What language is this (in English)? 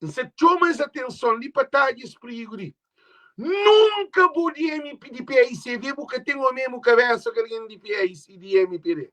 Kabuverdianu